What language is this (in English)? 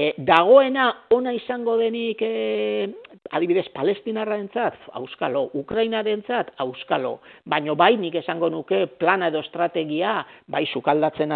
Basque